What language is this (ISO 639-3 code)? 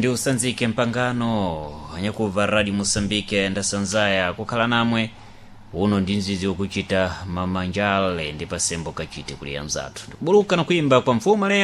seh